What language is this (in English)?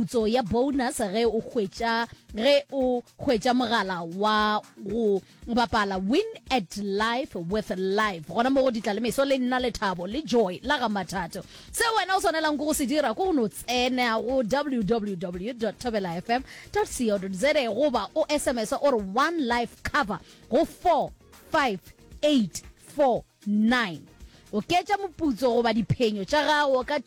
Northern Sotho